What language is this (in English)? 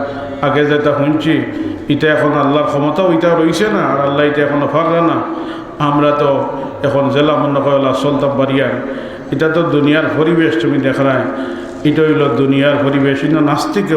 Sylheti